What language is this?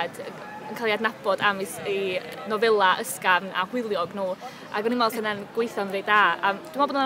Welsh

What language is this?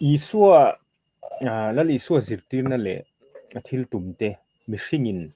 Mizo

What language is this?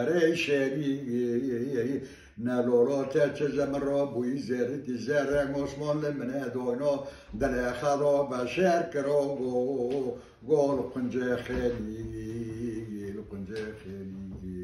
Kurdish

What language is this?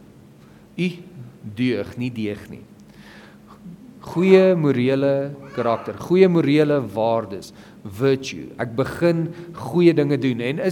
Afrikaans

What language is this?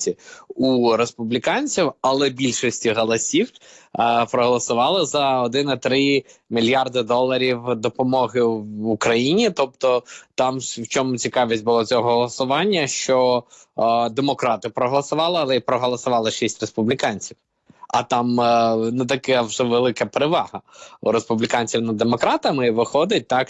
Ukrainian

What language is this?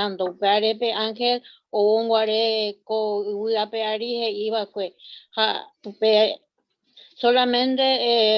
Guarani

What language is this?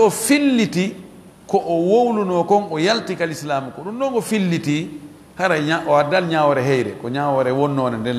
Fula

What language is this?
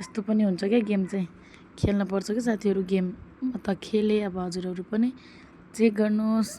Nepali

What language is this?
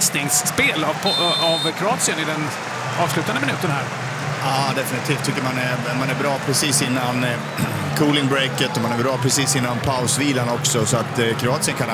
Swedish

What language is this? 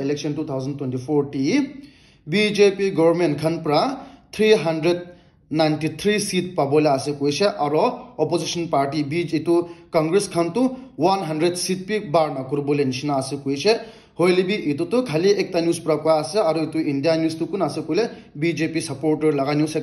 Naga Pidgin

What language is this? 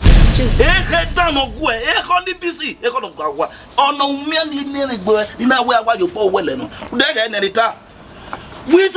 Bini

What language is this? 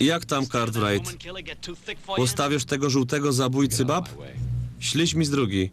Silesian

